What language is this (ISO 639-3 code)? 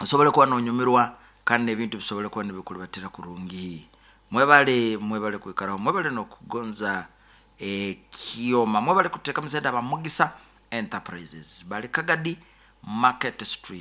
nyo